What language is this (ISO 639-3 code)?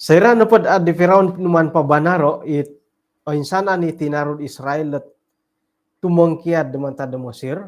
dtp